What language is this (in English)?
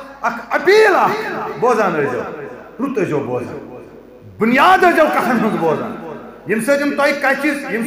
Kashmiri